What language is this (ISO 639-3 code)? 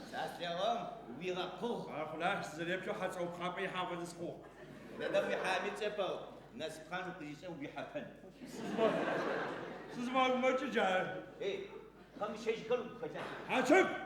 ady